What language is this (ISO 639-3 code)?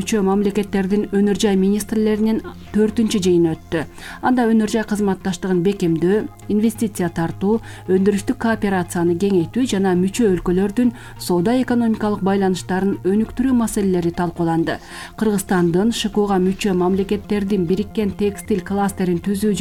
kir